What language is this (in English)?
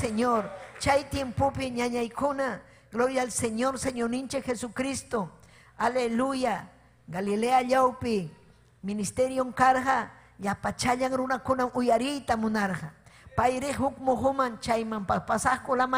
Ayacucho Quechua